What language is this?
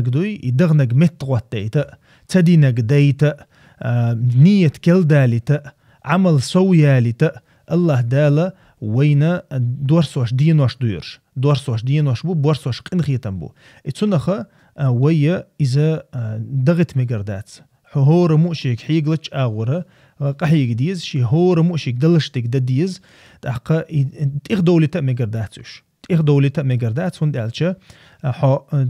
Chechen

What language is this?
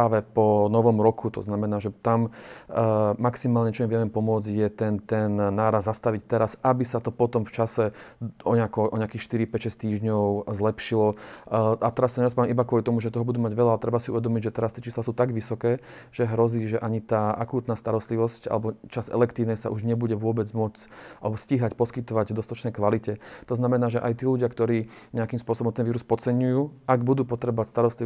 Slovak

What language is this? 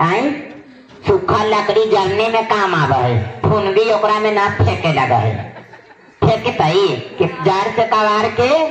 Magahi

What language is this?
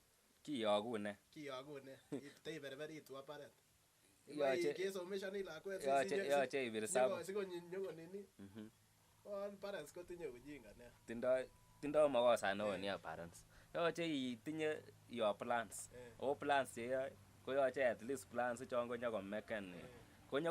Kalenjin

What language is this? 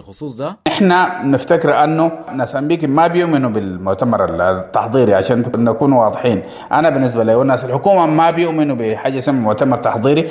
Sudanese Arabic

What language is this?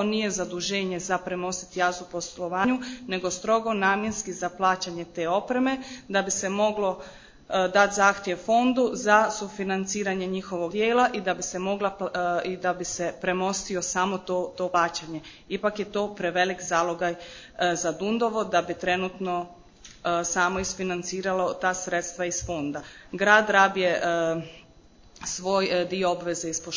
Croatian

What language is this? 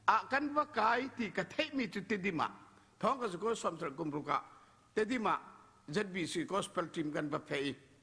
Falam Chin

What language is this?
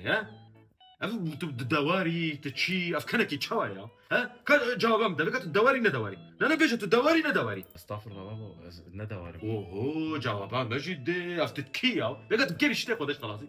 Kurdish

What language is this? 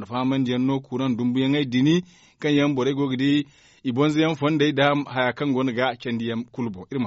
Zarma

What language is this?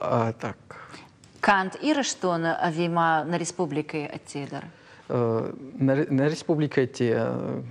Ossetic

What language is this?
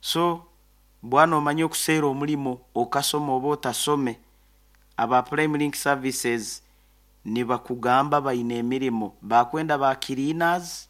Nyoro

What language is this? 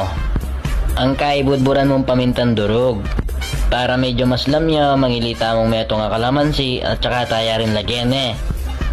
Pampanga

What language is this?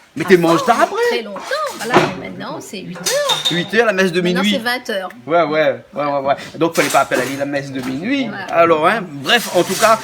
Réunion Creole French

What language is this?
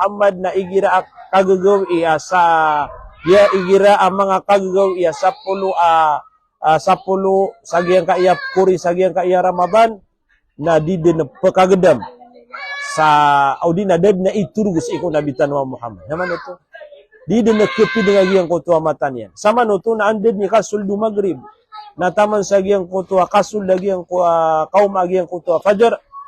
Maranao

